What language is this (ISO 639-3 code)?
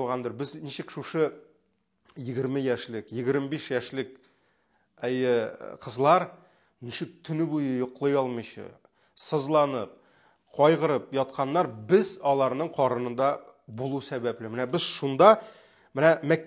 tat